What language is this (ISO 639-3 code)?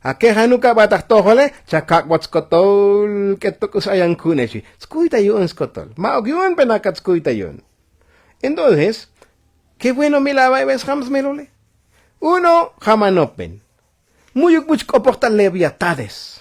tzo